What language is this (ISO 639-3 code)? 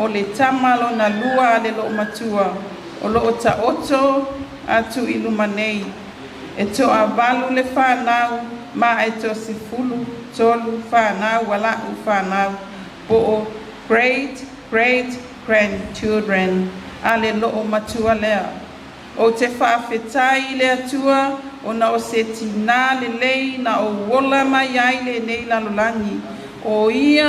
smo